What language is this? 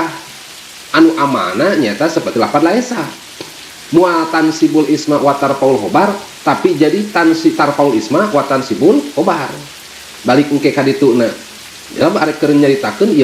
Sundanese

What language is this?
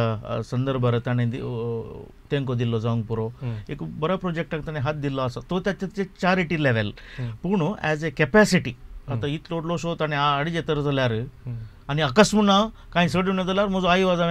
Konkani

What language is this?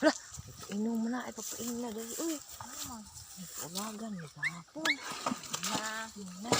Cebuano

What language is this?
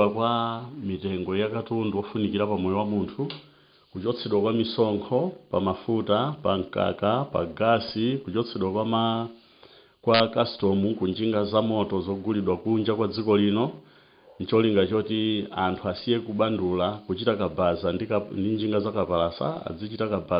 Nyanja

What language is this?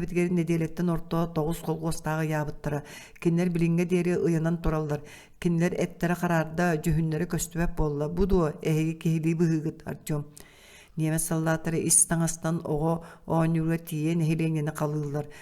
Yakut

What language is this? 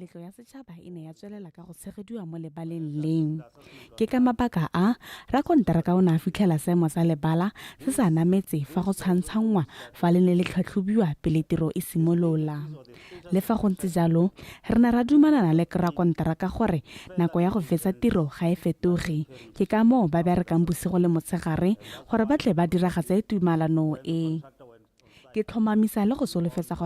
Tswana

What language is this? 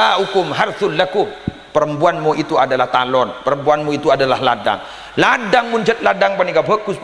Madurese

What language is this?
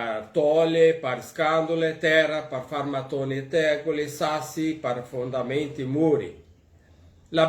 Venetian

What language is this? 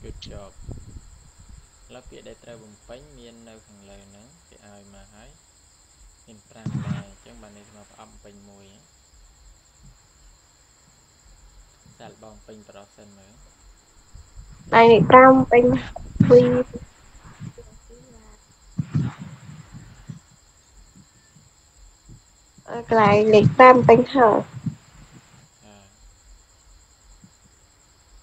Khmer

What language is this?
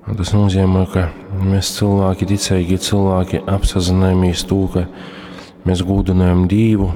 Latgalian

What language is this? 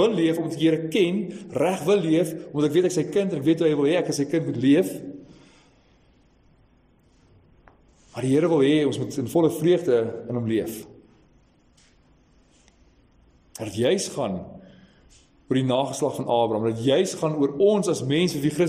Afrikaans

